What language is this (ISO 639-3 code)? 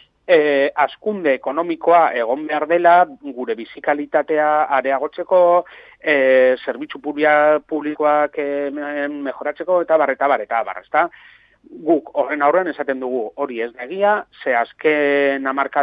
eus